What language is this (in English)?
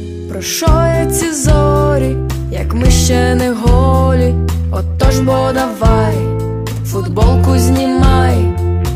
Ukrainian